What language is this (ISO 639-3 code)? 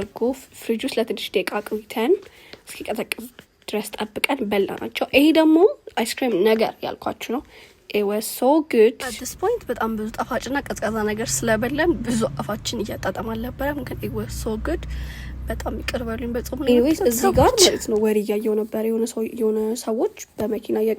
amh